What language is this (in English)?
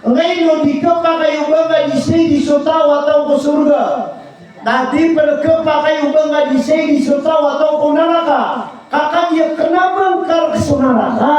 Maranao